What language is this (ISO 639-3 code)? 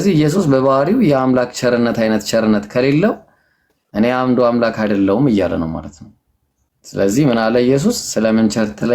amh